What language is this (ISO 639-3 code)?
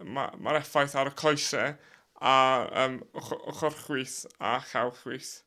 cym